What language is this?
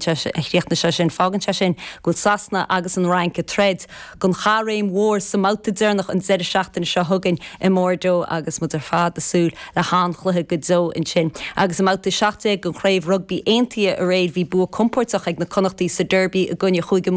Irish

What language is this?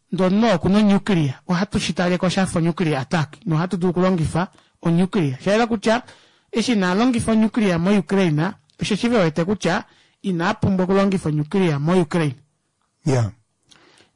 Kuanyama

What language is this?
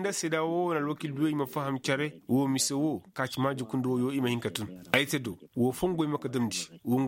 Koyraboro Senni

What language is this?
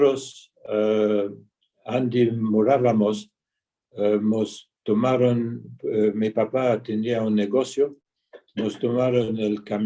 Ladino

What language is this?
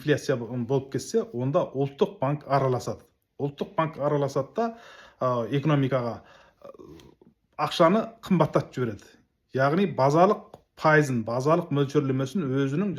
Kazakh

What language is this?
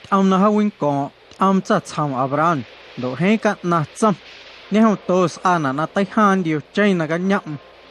Guerrero Amuzgo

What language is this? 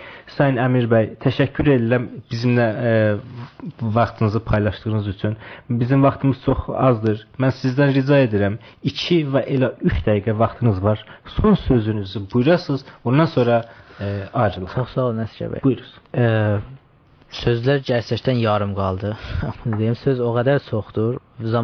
South Azerbaijani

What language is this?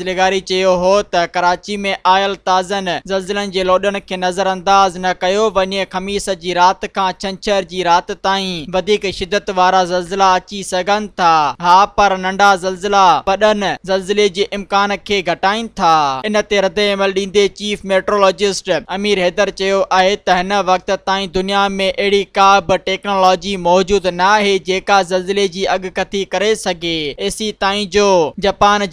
Sindhi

